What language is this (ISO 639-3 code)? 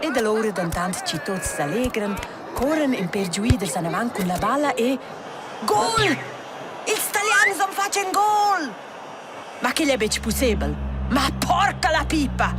roh